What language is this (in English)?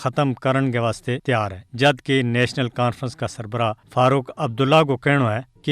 Gujari